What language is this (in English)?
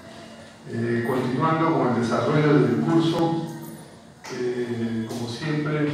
Spanish